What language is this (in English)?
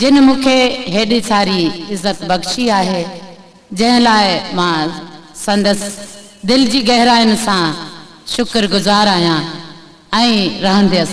Sindhi